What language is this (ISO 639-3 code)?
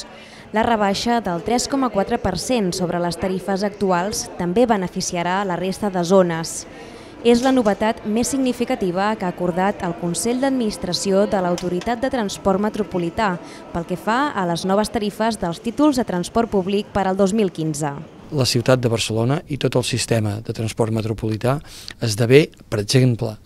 cat